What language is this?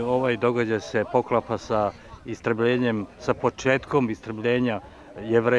Serbian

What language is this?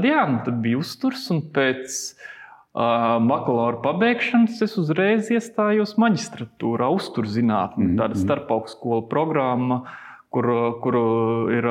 Latvian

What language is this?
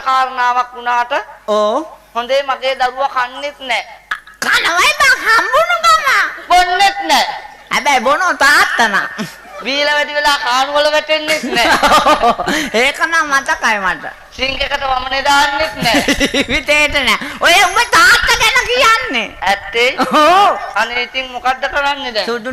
Sinhala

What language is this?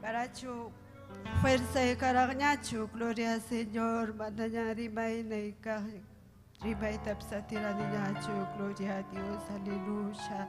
Ayacucho Quechua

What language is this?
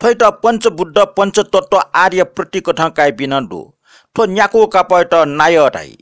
Newari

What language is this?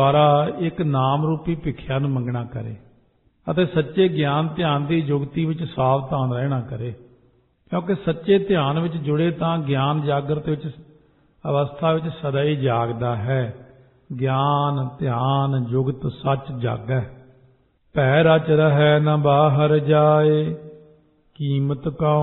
Punjabi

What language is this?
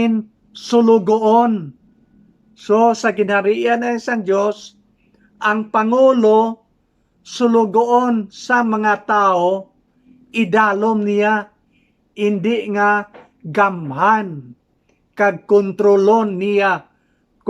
Hiligaynon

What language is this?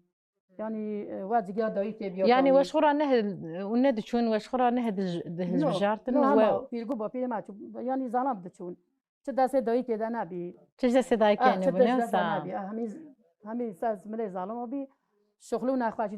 Kurdish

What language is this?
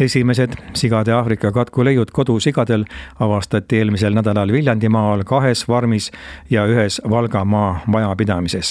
Estonian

